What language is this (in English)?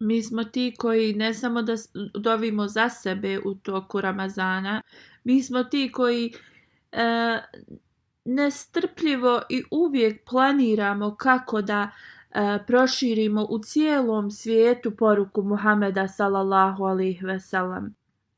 Bosnian